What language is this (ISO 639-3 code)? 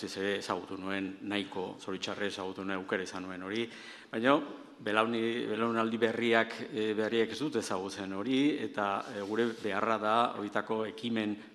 eus